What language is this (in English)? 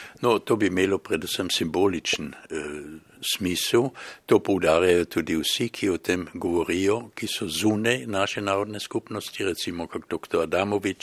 Slovenian